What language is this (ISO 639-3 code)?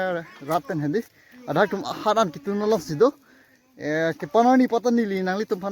mjw